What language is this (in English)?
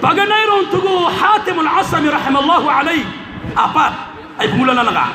Maranao